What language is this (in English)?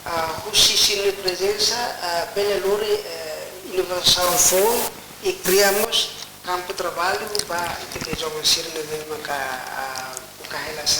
Tetum